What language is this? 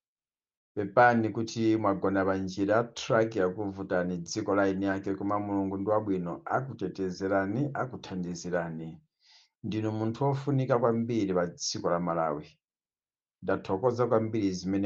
Nyanja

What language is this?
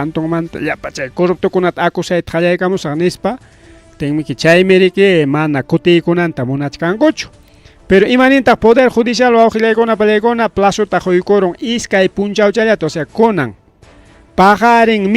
Ayacucho Quechua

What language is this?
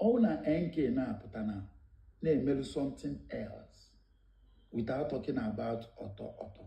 Igbo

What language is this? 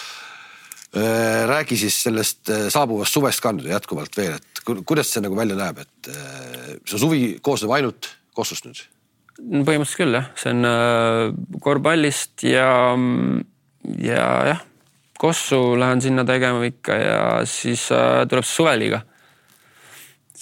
Estonian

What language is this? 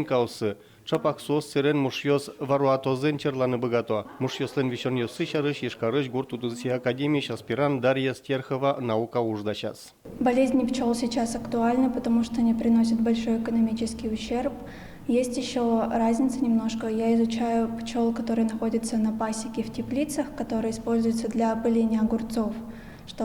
Udmurt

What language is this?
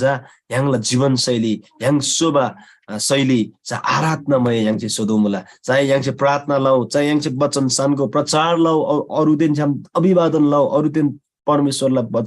Eastern Tamang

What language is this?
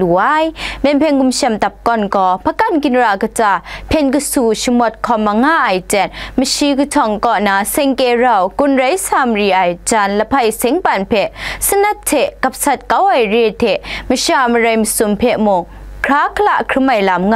Kachin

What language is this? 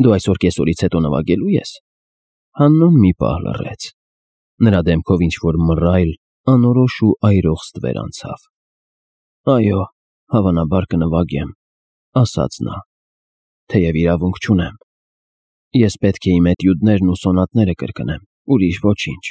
Armenian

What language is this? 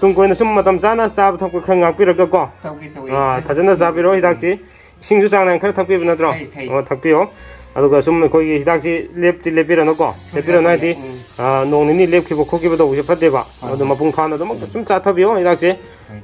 Manipuri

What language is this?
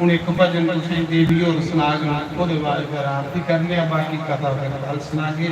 Dogri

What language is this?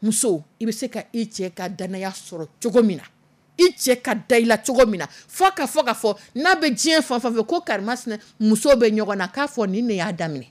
Dyula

